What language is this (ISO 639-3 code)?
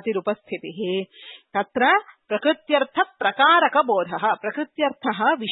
san